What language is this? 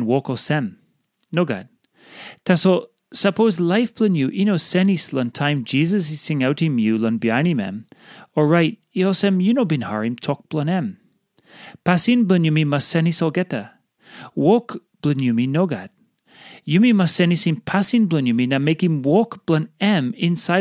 Tok Pisin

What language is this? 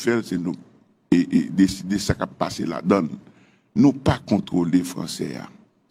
Haitian Creole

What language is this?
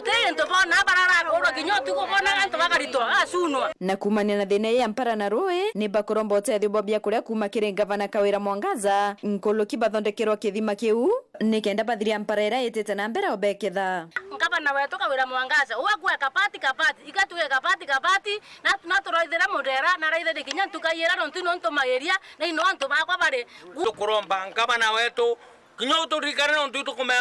Meru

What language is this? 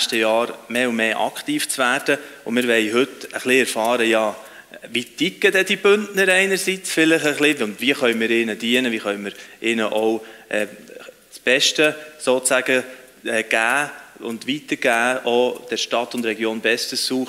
Swiss German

